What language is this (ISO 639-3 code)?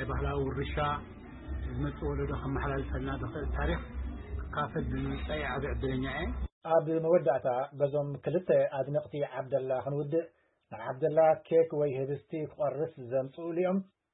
tir